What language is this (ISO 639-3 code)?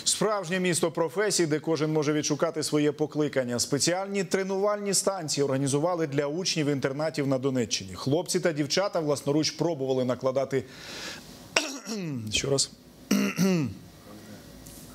ukr